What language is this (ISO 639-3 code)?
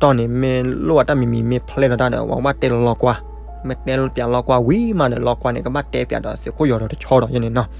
ksw